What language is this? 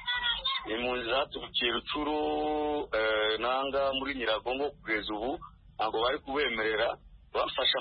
Kinyarwanda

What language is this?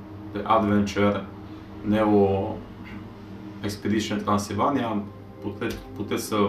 Romanian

